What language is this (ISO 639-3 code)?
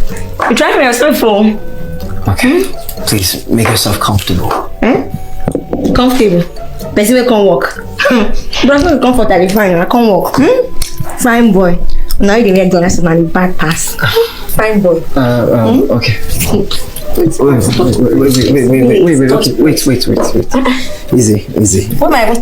pcm